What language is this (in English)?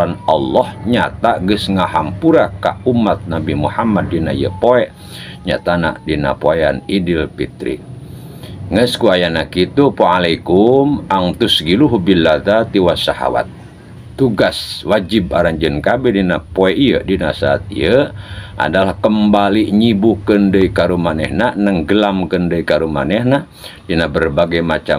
Sundanese